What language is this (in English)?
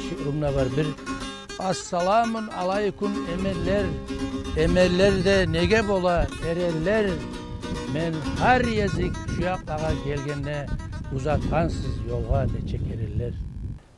Kumyk